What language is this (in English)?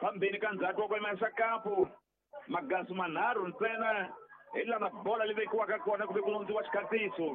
Tsonga